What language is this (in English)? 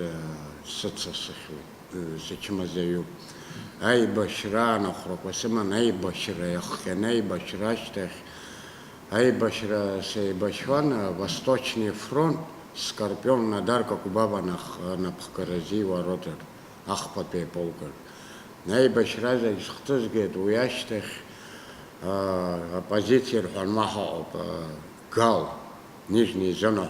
Abkhazian